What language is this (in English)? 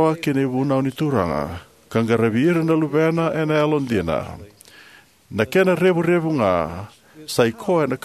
Fijian